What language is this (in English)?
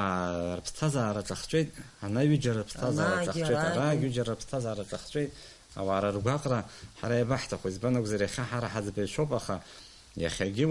Abkhazian